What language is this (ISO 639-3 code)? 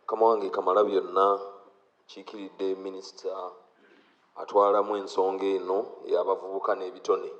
lug